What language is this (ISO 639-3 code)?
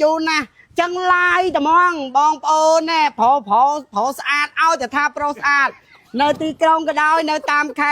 khm